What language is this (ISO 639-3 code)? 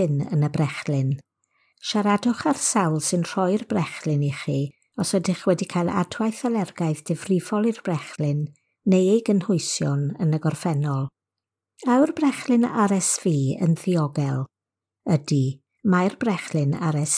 cym